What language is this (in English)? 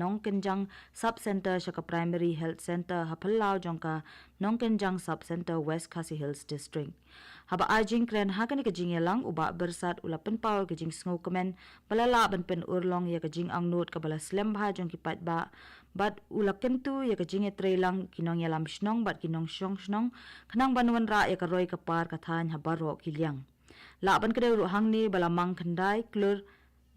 Khasi